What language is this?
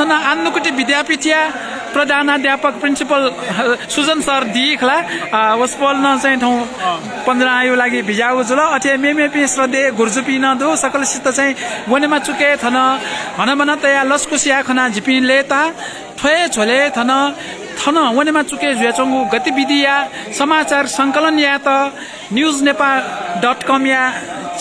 Newari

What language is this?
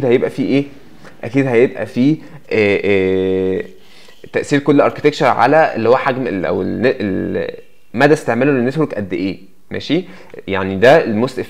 Egyptian Arabic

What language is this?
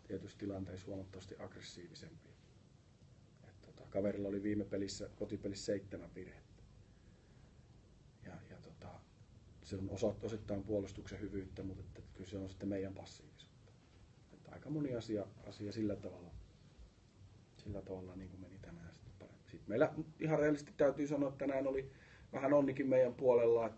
Finnish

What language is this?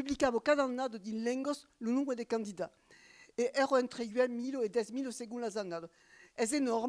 Occitan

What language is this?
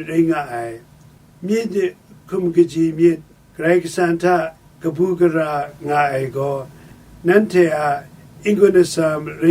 Kachin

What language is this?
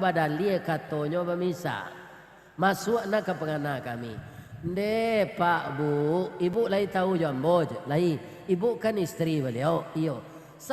Minangkabau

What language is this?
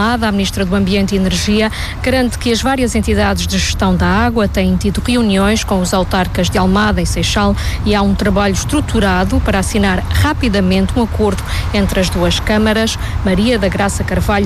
Portuguese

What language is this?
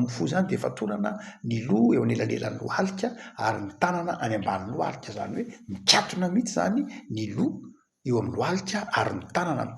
Malagasy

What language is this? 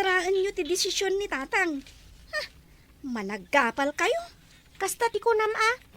Iloko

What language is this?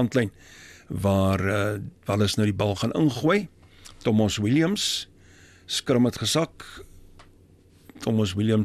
Afrikaans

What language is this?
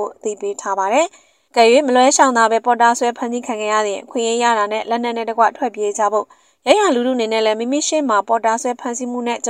Burmese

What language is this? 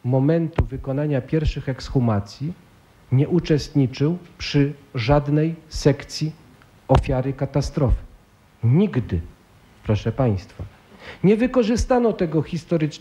Polish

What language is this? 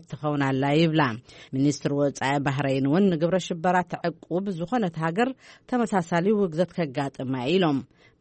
Tigrinya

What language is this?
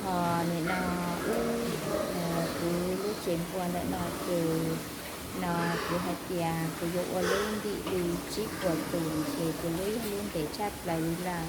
Hmong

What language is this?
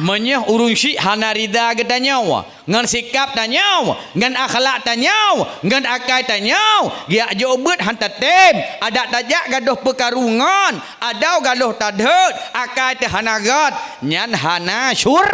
Achinese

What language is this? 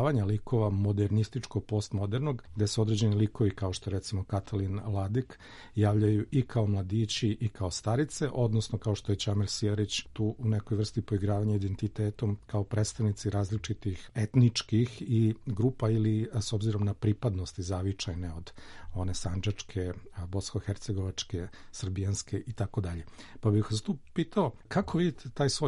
Serbian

